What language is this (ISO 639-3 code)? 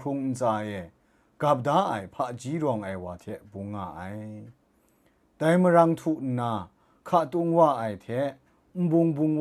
kac